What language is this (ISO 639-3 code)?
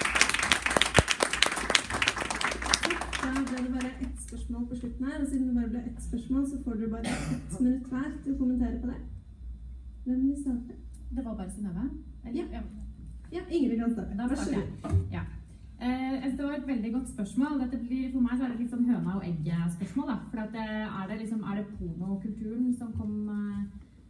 nor